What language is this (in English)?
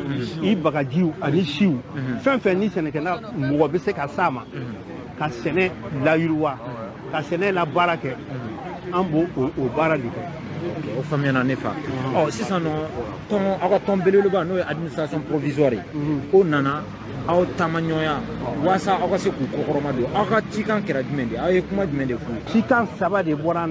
Bambara